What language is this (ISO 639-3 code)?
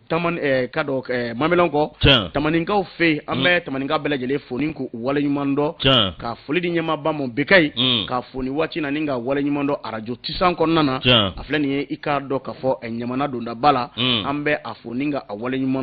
bam